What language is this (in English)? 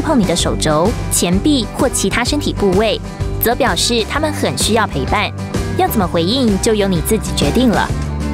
Chinese